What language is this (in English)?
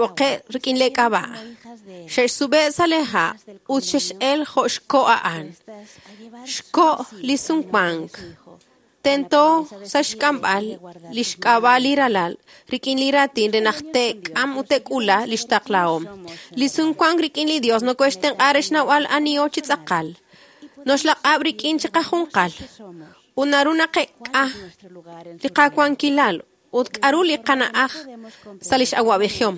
Kekchí